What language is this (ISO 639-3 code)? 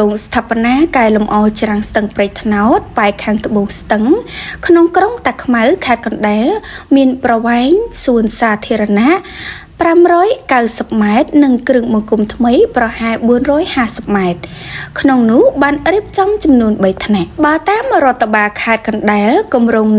khm